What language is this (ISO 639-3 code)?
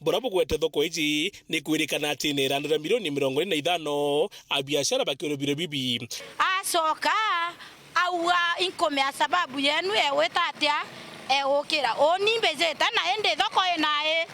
mer